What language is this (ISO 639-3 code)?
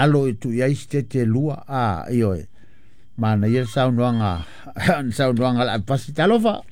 smo